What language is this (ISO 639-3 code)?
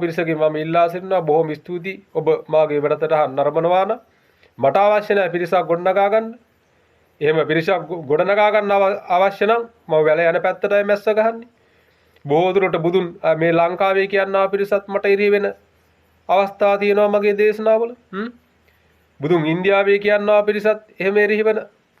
sin